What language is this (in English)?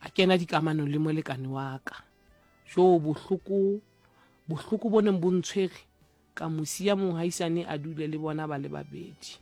Southern Sotho